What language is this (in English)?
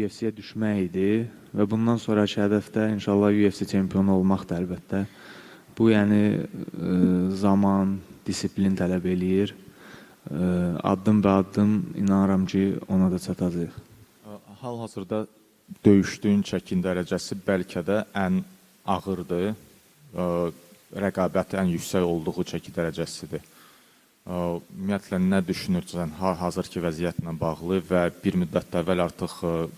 Azerbaijani